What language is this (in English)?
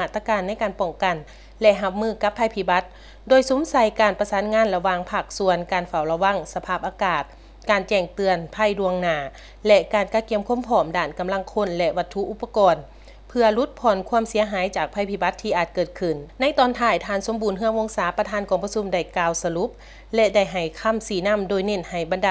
Lao